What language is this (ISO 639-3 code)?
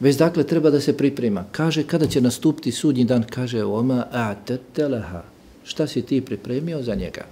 bos